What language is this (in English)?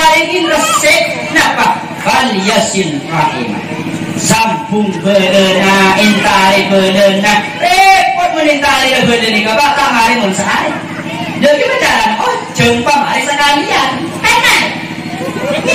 Madurese